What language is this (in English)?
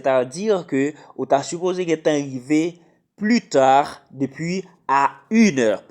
Haitian Creole